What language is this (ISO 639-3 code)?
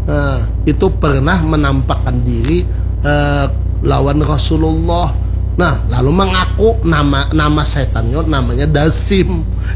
bjn